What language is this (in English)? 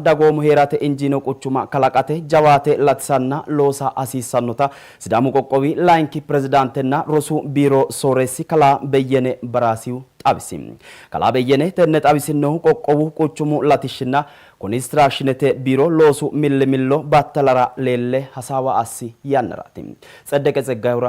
Sidamo